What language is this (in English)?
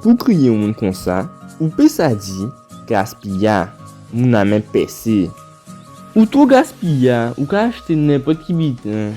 Guadeloupean Creole French